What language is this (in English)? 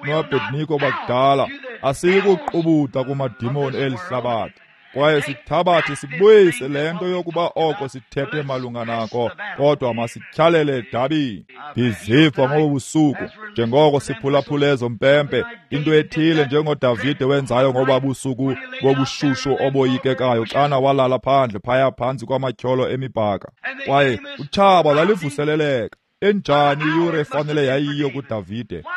Xhosa